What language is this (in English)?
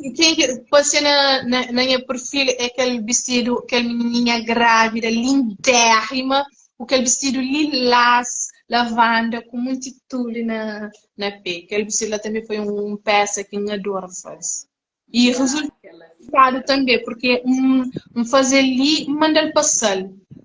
Kabuverdianu